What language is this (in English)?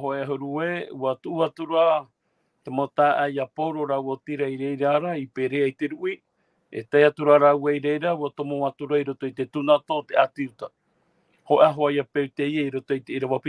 Tahitian